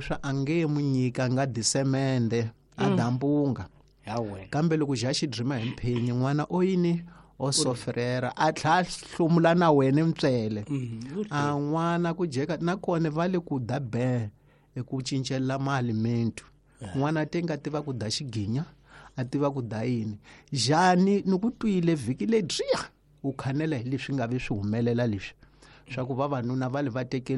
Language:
Tsonga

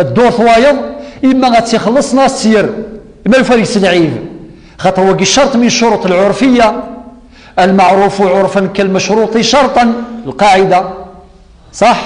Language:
Kabyle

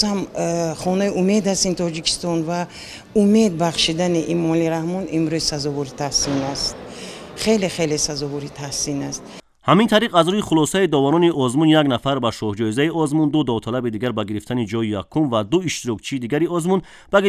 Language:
Tajik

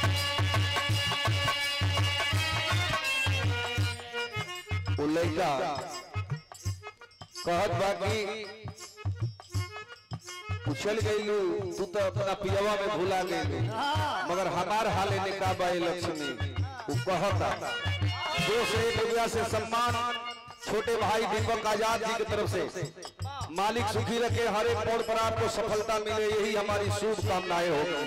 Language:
Bhojpuri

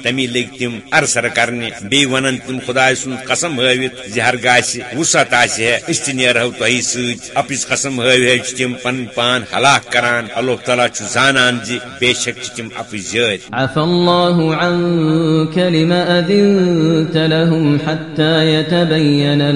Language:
Kashmiri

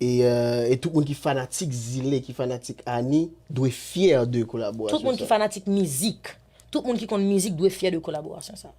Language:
Haitian Creole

